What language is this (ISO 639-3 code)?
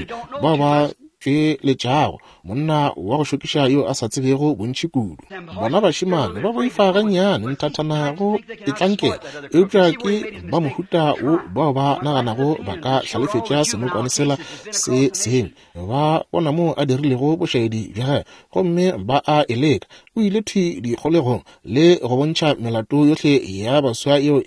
nso